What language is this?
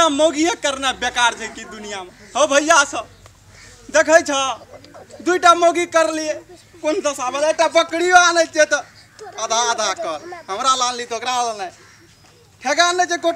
Maithili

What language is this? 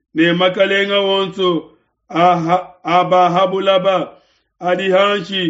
Luba-Lulua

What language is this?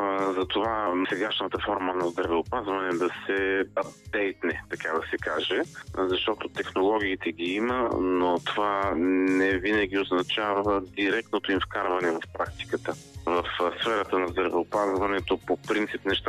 Bulgarian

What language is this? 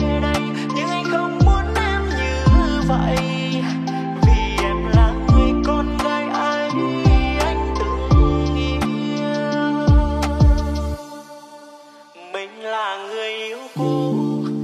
Vietnamese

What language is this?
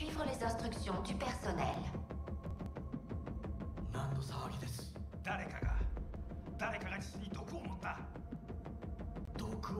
French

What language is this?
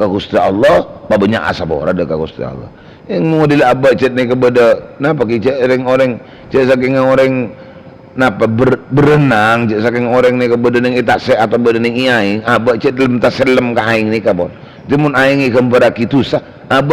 Madurese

